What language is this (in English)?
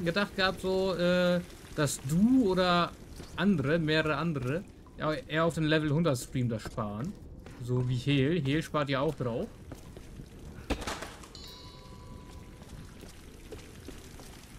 German